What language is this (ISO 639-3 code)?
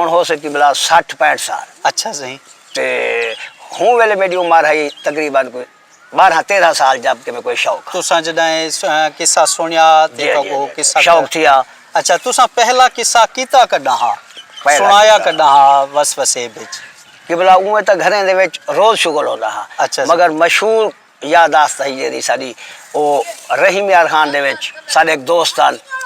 skr